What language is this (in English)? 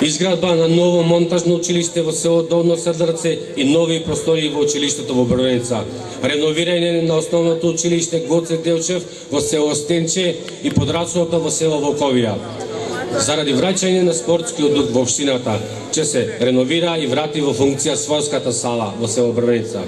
Macedonian